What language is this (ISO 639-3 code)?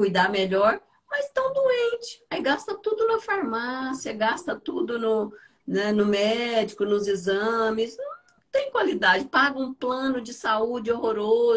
por